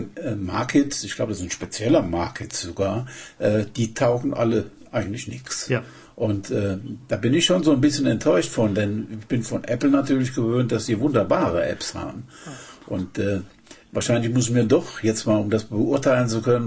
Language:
German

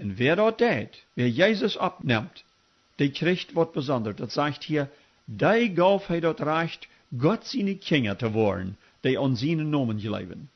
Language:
Plautdietsch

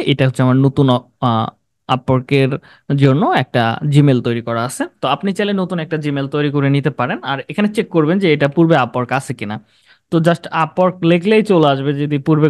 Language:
Bangla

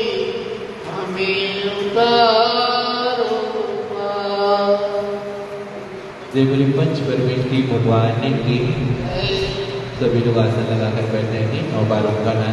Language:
Hindi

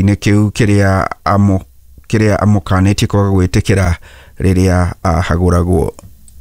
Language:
Kikuyu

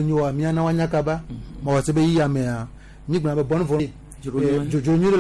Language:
Gen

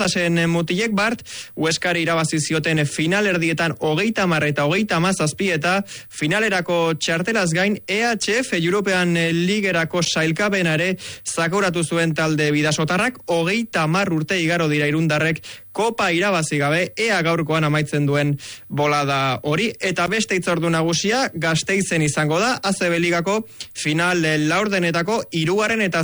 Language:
Basque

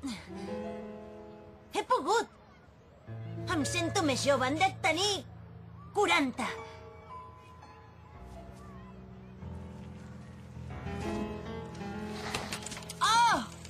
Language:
Catalan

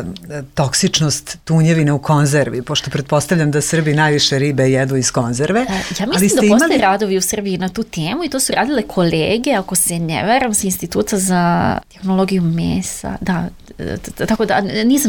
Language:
Serbian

